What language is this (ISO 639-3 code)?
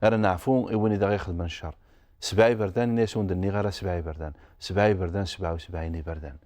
kab